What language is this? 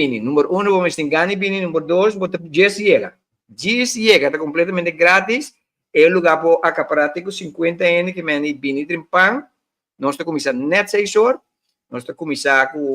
Papiamento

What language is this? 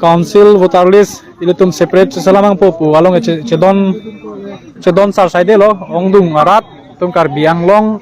Karbi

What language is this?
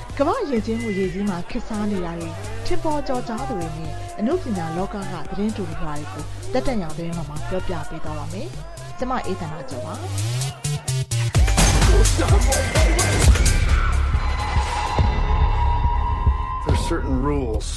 Burmese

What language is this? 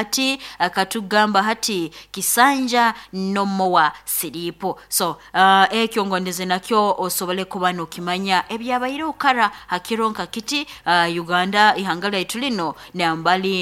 Nyoro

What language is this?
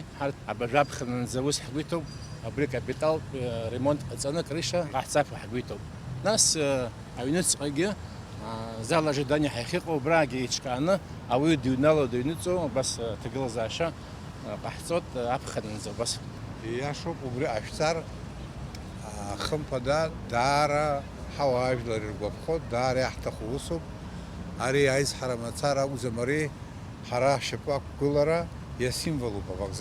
Abkhazian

